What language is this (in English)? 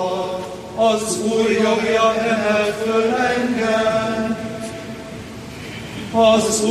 Hungarian